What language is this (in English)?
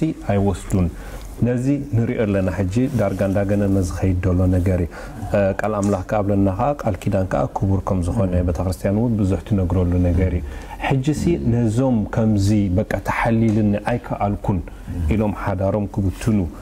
Tigrinya